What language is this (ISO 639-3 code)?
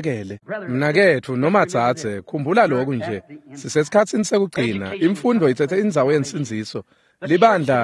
ssw